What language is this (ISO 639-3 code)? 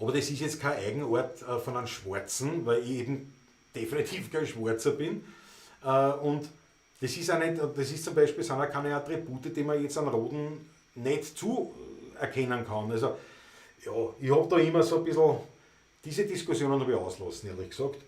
bar